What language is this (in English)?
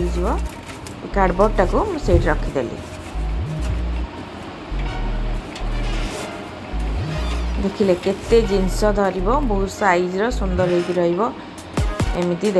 Odia